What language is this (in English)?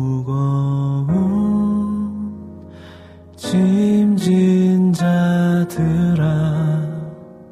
Korean